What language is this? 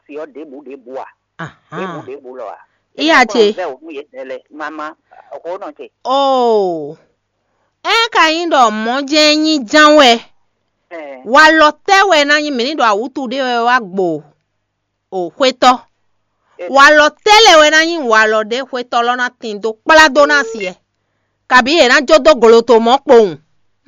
Fon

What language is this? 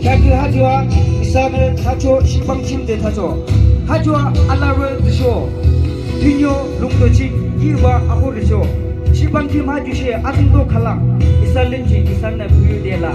Yimchungru Naga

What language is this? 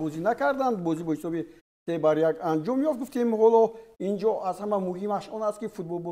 Tajik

